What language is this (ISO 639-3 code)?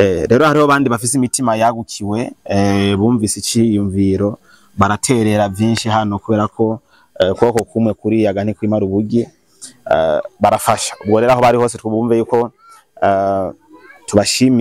run